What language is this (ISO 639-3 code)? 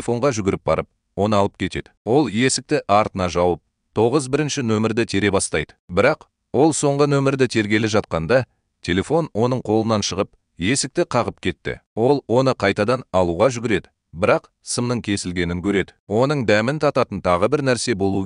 kaz